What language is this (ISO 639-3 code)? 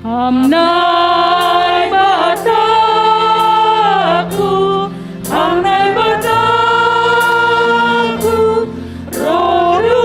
bts